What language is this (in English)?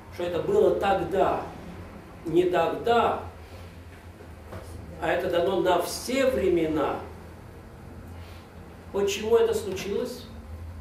Russian